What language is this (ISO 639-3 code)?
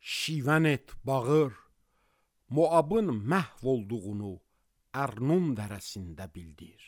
aze